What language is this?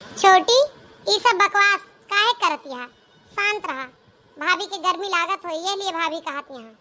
Awadhi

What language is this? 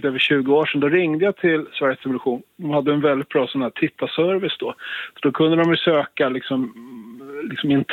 Swedish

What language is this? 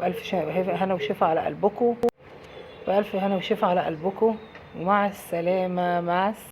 Egyptian Arabic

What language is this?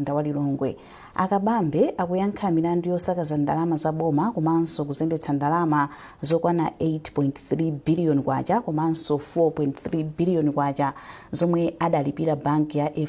Nyanja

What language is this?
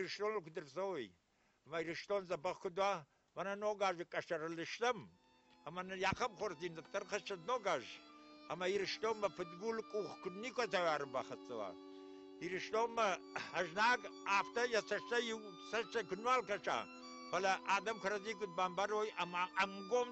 Ossetic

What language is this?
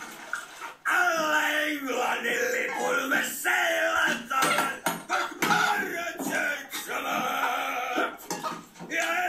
Finnish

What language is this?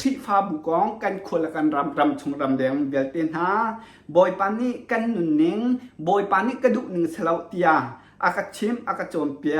Hakha Chin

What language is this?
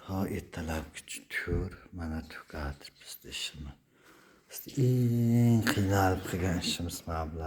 Uzbek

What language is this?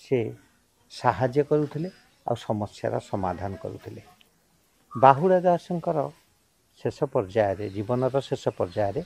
Odia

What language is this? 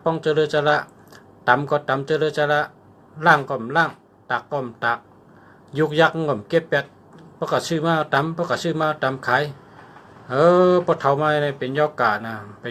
Shan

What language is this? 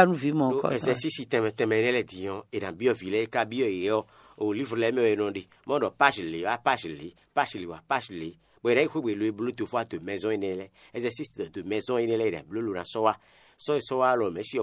Fon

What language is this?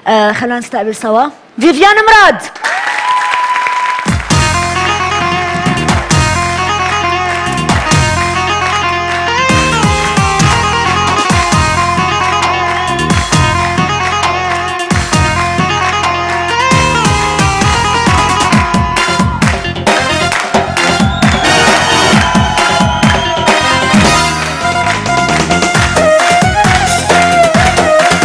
North Levantine Arabic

